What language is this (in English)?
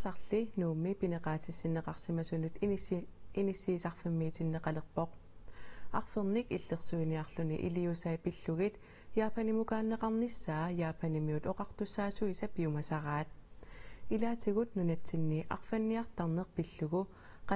Kalaallisut